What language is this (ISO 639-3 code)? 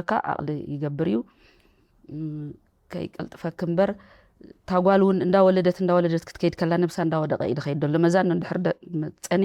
tir